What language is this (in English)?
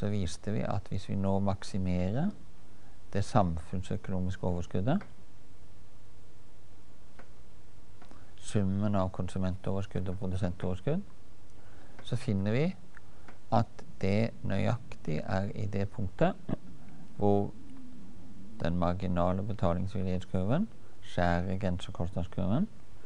Norwegian